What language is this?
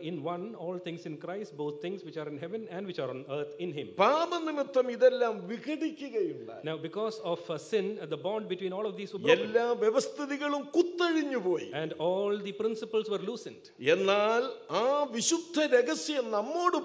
Malayalam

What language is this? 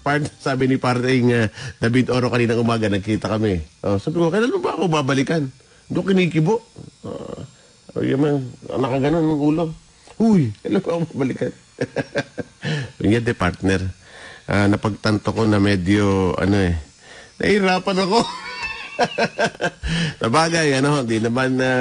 Filipino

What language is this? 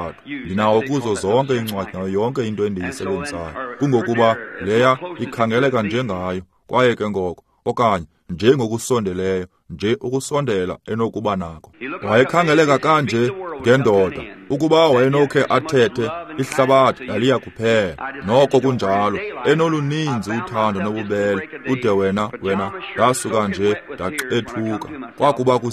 Xhosa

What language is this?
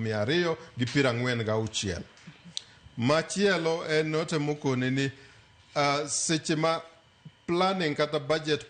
Luo (Kenya and Tanzania)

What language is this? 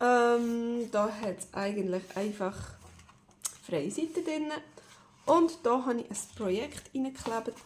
Swiss German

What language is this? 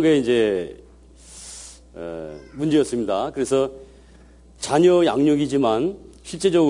Korean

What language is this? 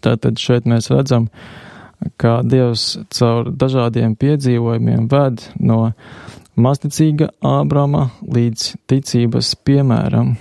Latvian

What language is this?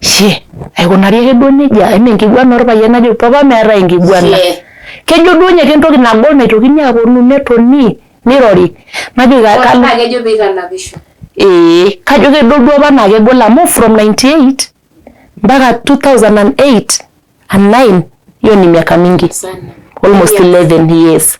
Masai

